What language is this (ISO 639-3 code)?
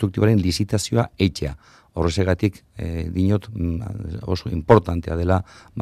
eus